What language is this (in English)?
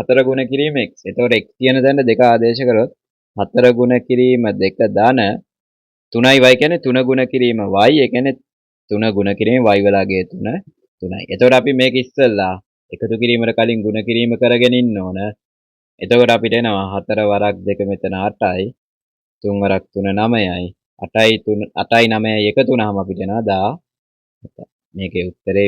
Sinhala